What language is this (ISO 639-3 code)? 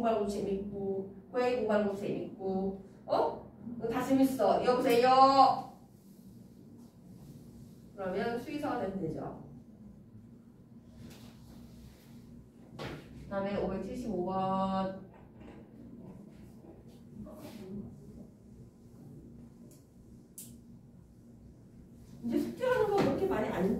kor